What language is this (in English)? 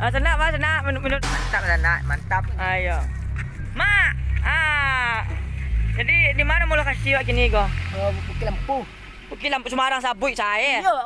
Minangkabau